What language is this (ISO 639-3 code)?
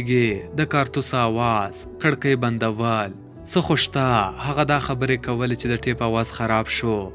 pus